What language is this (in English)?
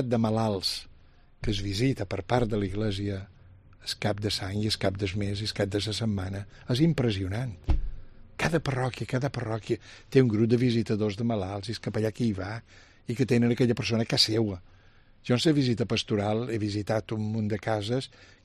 Catalan